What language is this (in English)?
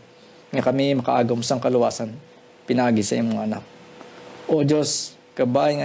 Hiligaynon